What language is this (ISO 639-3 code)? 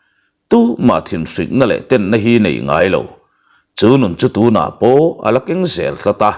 lus